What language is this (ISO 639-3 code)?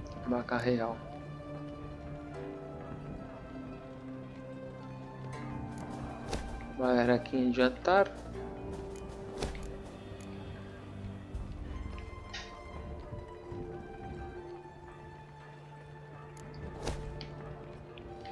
por